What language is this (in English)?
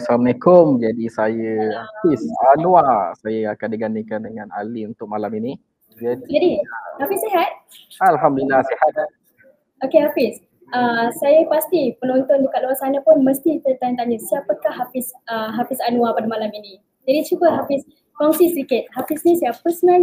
Malay